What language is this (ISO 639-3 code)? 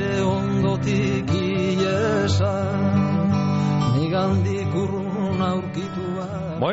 eus